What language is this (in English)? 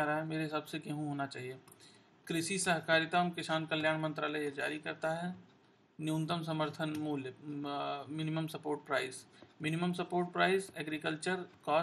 Hindi